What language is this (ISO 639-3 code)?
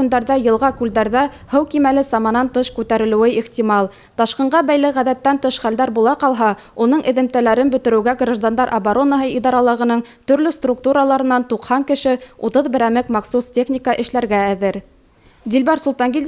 bak